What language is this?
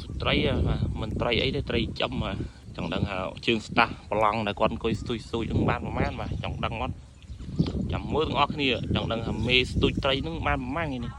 Khmer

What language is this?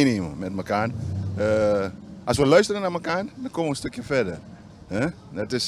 Dutch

